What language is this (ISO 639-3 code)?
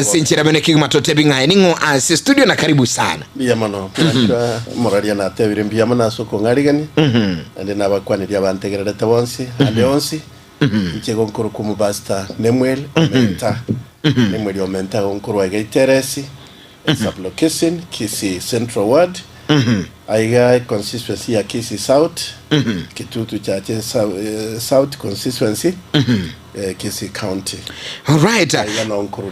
guz